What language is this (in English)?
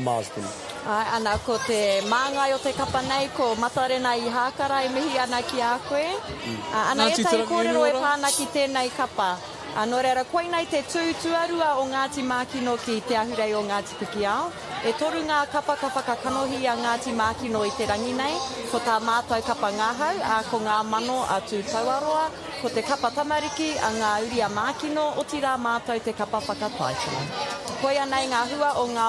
Māori